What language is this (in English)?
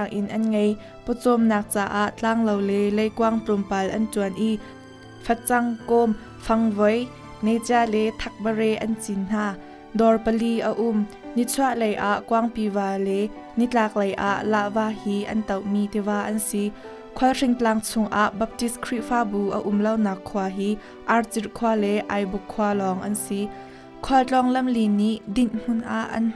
Hakha Chin